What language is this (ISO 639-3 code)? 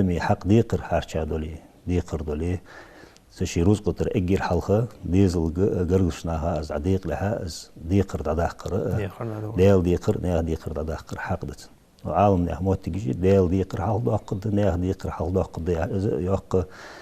inh